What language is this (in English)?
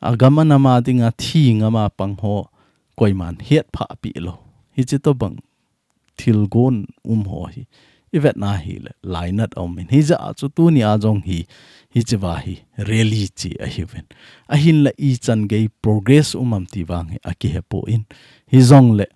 Thado Chin